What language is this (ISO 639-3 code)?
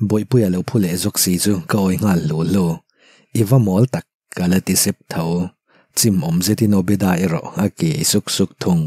lus